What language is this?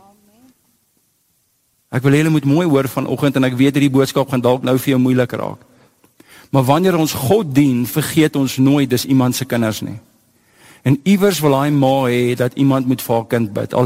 Afrikaans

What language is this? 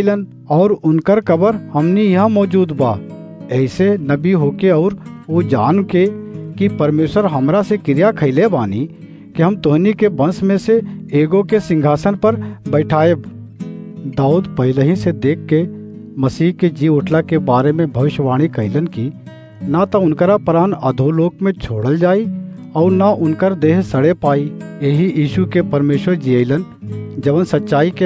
Bhojpuri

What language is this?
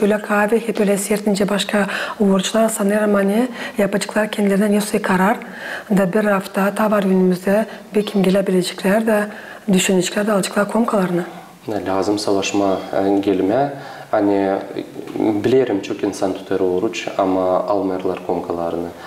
Gagauz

